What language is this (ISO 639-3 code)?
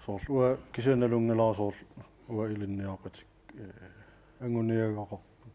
kal